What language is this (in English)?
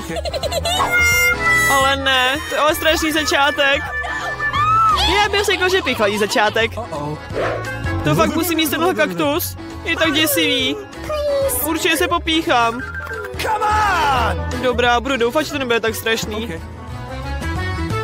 Czech